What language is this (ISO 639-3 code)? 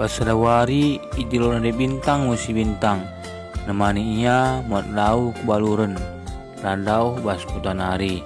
btx